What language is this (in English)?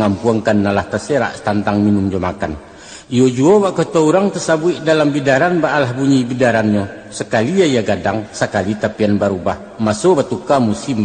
Minangkabau